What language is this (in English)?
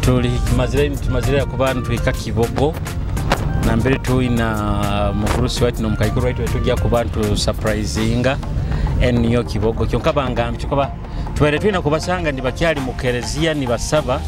Nyoro